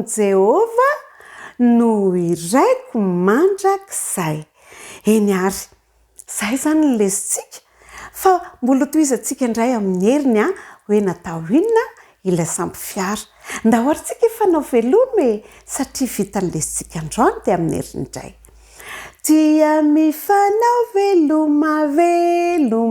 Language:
Malagasy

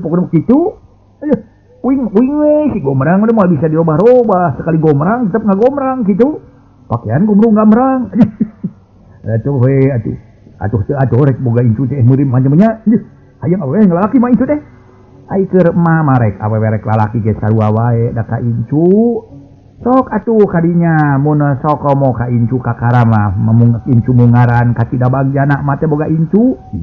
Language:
Sundanese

